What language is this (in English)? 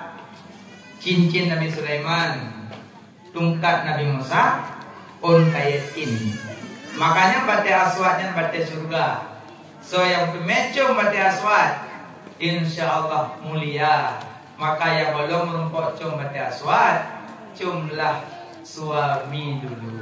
Achinese